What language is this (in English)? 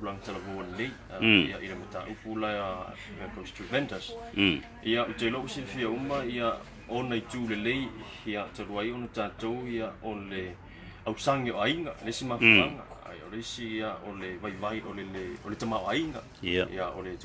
Samoan